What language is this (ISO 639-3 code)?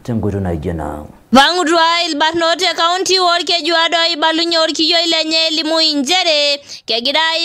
mas